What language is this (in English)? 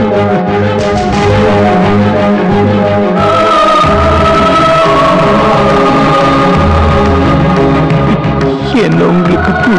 Tamil